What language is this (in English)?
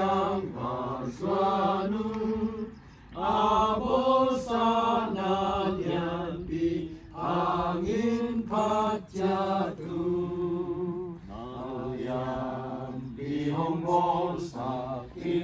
Tedim Chin